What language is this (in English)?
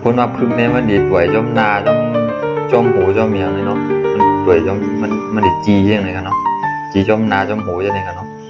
Shan